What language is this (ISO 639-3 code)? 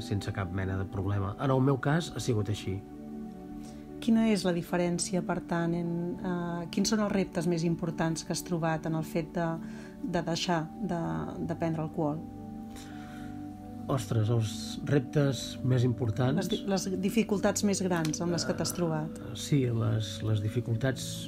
cat